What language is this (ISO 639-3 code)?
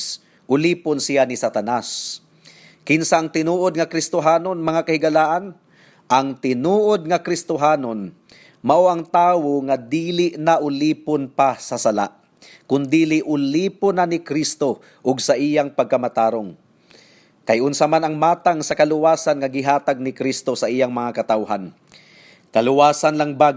ceb